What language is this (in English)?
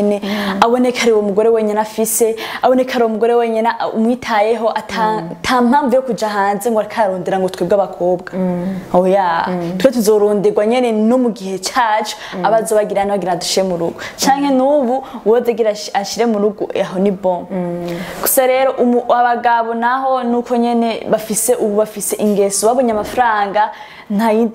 Rundi